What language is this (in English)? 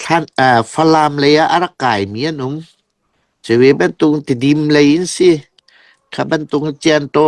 Falam Chin